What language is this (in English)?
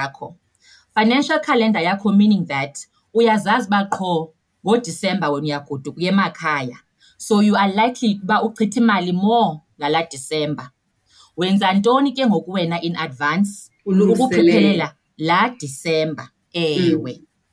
Xhosa